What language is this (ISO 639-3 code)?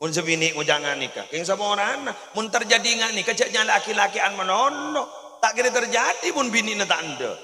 mad